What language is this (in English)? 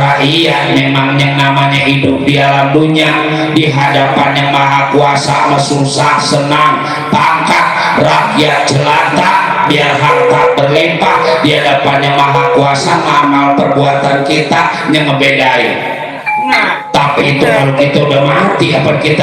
Betawi